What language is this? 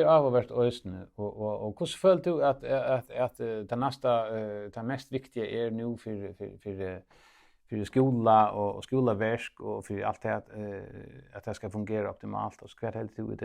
Faroese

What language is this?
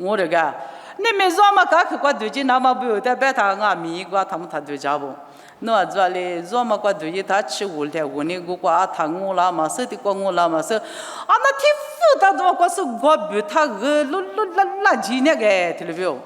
Lisu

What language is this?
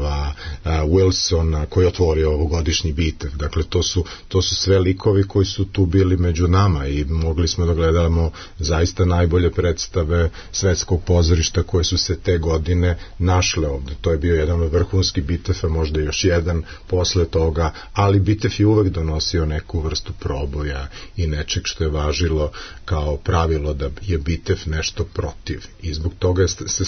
Serbian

